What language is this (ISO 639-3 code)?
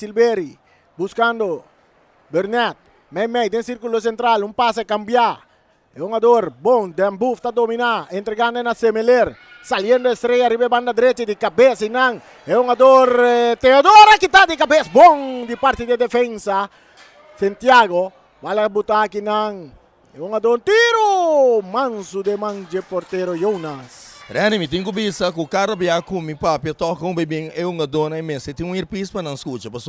pap